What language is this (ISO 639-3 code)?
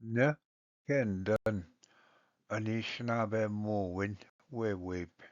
oji